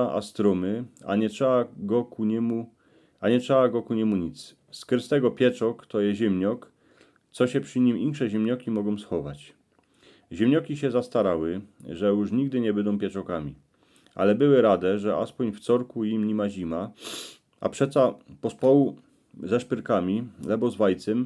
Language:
Silesian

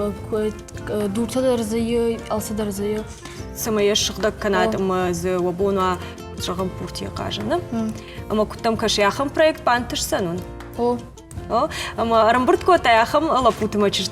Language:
Ossetic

